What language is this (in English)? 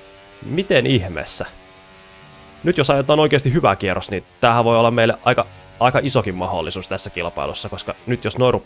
Finnish